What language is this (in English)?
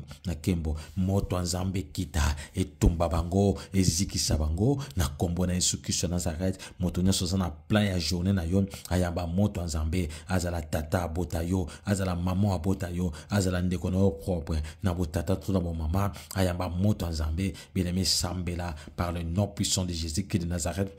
Lingala